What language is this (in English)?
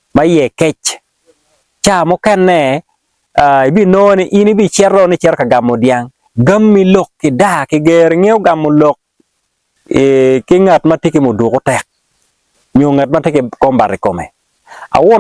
Acoli